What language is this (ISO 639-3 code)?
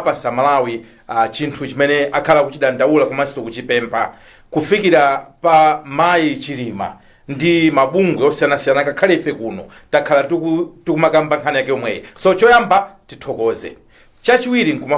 nya